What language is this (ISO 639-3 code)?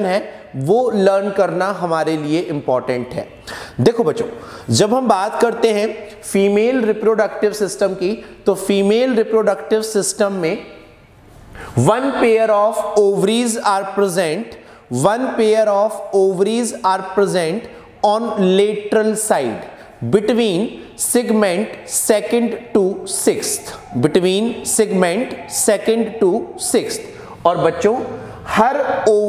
hin